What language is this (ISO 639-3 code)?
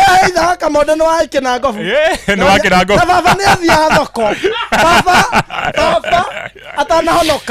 kik